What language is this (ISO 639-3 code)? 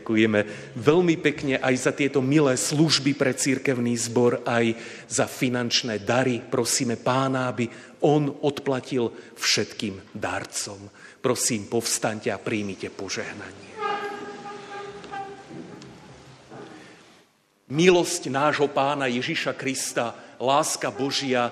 slk